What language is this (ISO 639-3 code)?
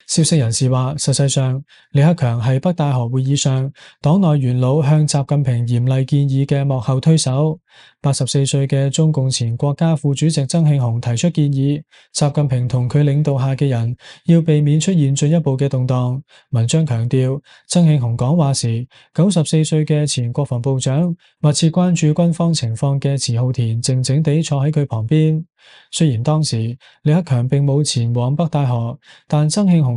yue